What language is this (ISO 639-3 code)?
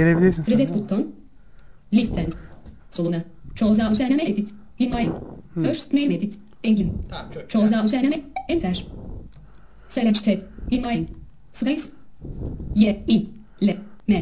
tur